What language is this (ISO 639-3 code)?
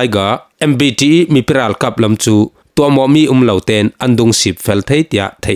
cfm